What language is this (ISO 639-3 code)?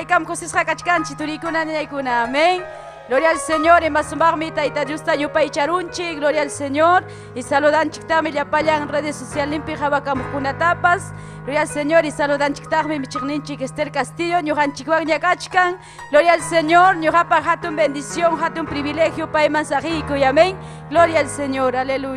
quy